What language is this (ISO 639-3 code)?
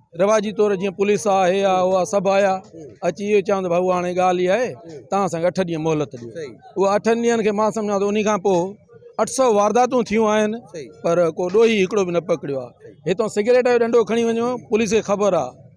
snd